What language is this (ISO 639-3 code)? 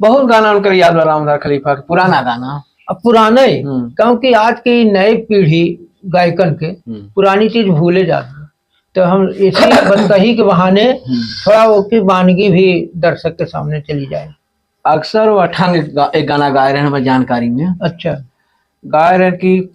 awa